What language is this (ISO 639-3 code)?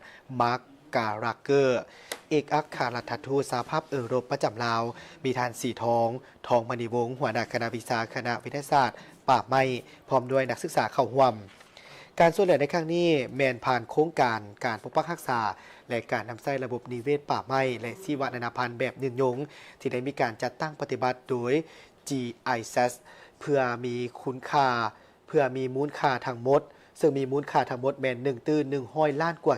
lao